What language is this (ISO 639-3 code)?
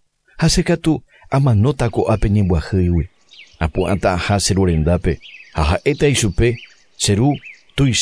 grn